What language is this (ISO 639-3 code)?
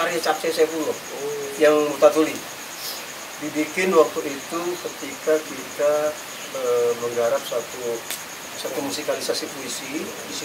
ind